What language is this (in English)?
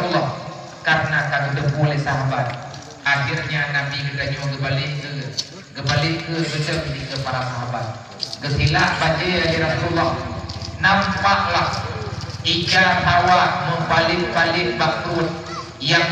Achinese